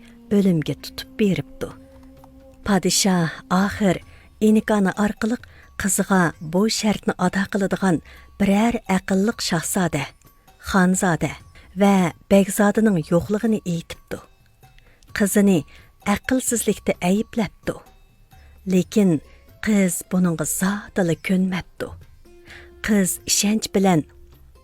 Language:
Uyghur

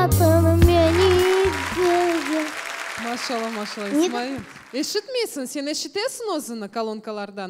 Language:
Crimean Tatar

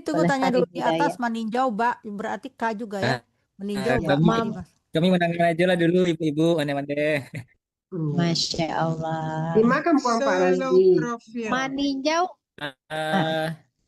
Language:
Minangkabau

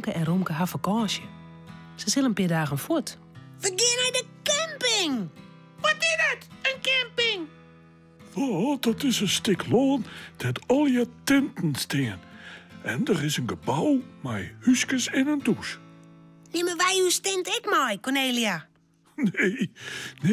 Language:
Western Frisian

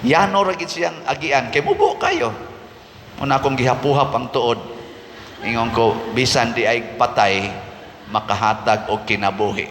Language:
Cebuano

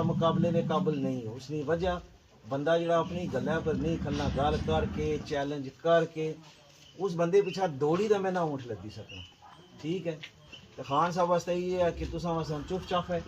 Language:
Pahari-Potwari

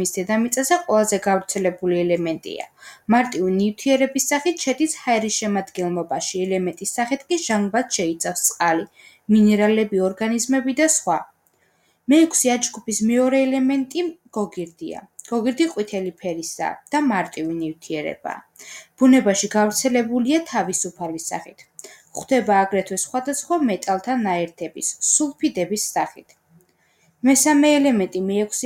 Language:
Georgian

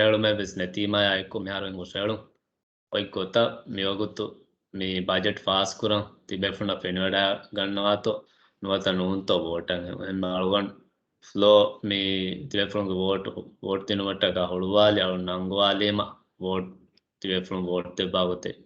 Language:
Divehi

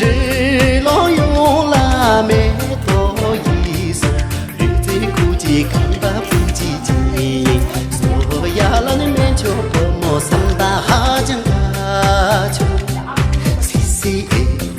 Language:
Tibetan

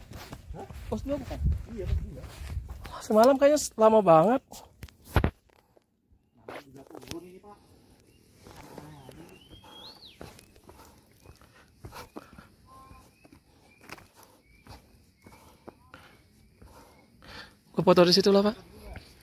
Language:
Indonesian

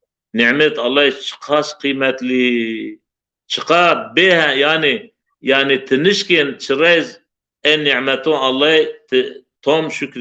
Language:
Zaza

